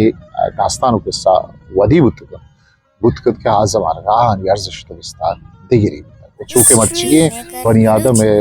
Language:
Eastern Balochi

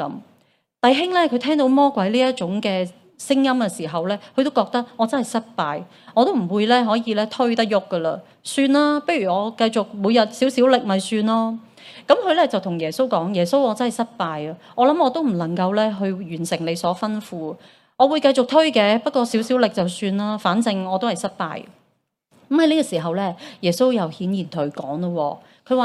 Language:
Cantonese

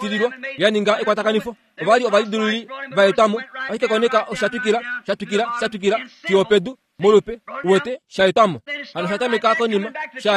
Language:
Kuanyama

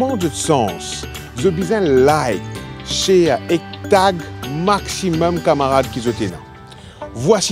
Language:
Morisyen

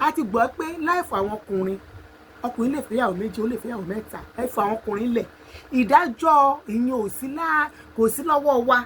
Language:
Yoruba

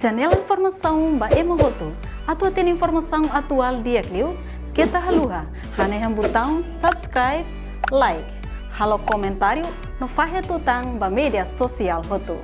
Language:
Tetum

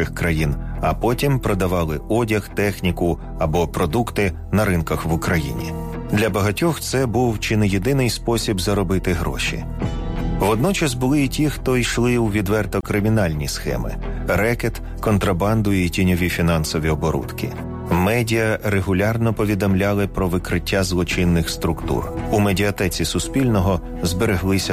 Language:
Ukrainian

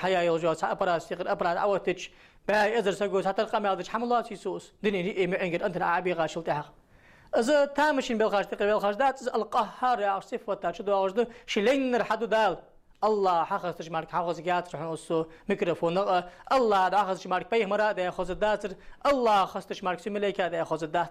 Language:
Ingush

